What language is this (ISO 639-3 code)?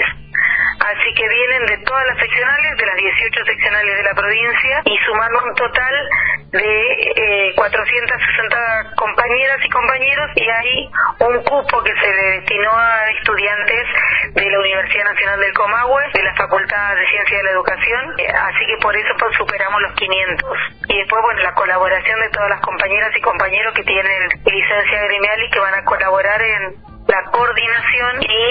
spa